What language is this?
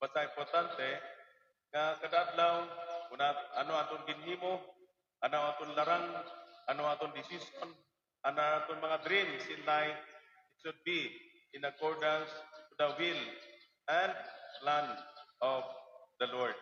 Waray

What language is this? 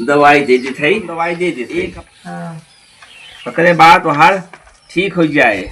Awadhi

